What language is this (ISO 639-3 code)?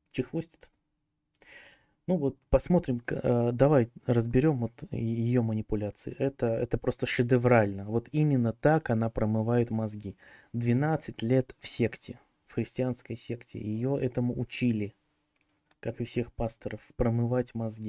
rus